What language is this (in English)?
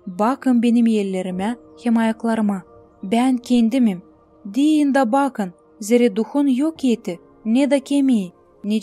Gagauz